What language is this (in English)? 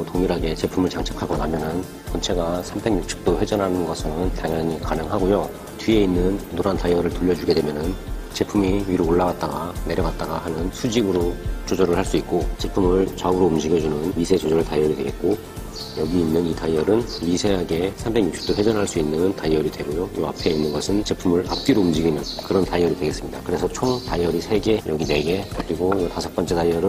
Korean